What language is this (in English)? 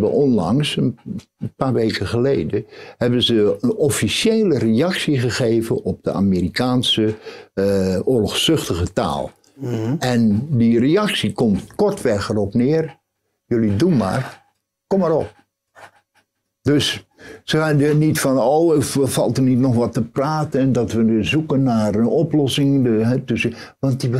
Dutch